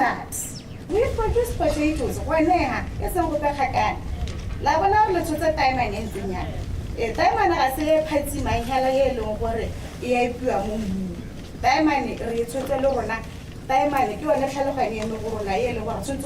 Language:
Tswana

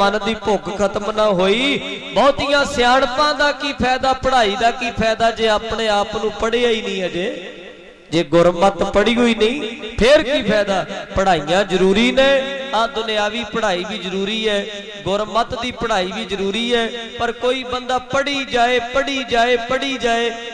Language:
Punjabi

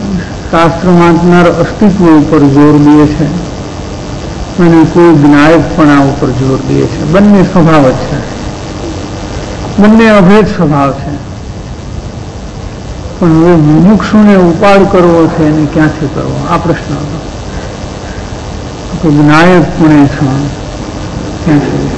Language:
Gujarati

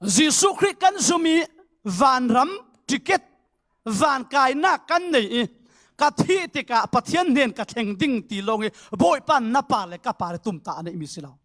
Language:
Falam Chin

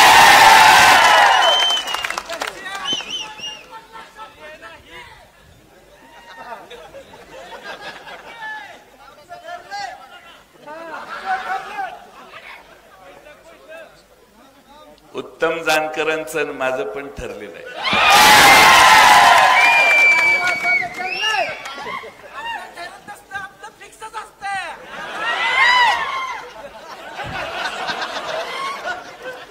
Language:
Marathi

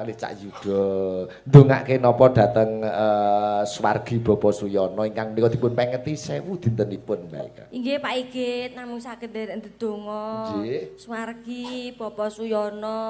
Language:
Javanese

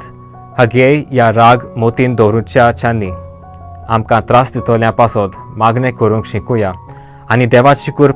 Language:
Konkani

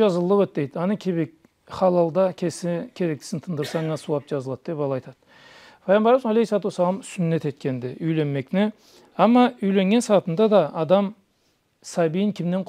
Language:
Karachay-Balkar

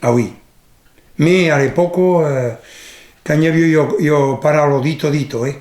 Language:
Occitan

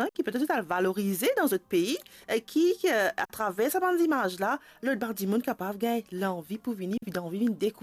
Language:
Morisyen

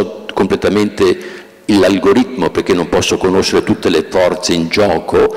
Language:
Italian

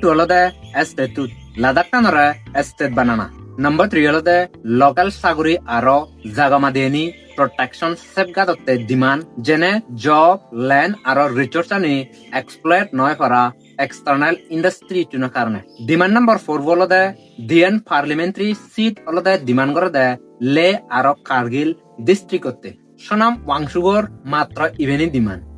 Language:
Chakma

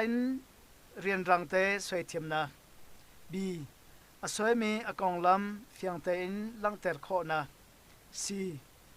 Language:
Hakha Chin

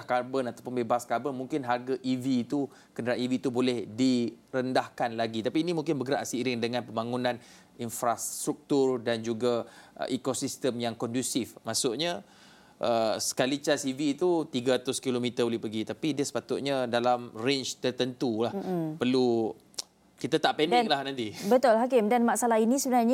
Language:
Malay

